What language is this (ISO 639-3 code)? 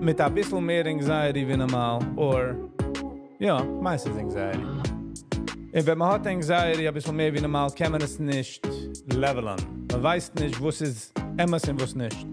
yid